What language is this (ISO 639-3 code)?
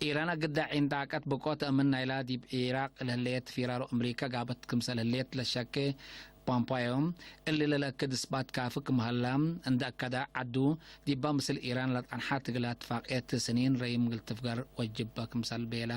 tig